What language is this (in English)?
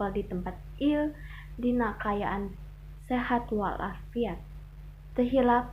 Sundanese